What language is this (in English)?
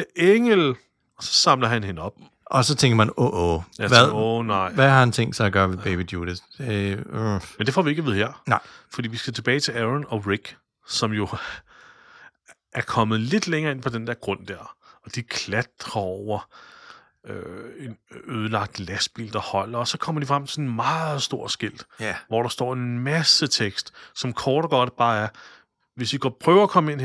Danish